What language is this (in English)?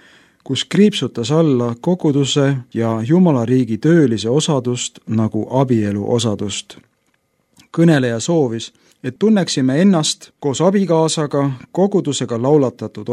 Estonian